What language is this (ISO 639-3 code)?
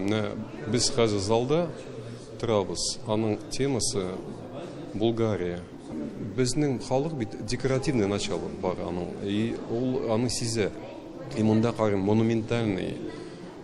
tat